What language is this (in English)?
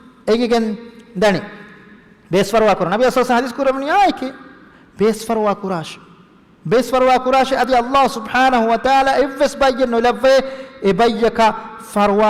Divehi